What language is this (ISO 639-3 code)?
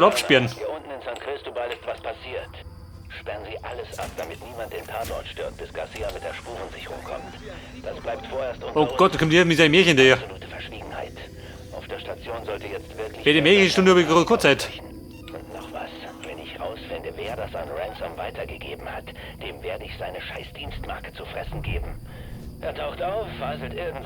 bar